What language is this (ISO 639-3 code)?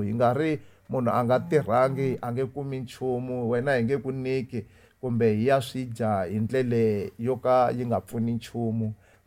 tso